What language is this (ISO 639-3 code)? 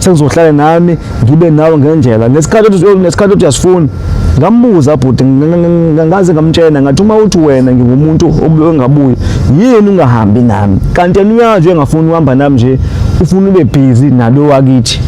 zul